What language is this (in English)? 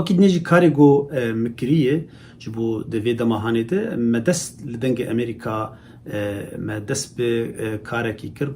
Kurdish